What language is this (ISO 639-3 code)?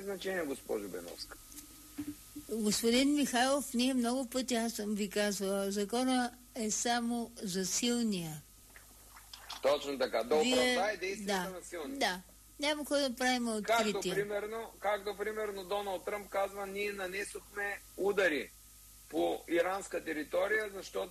bul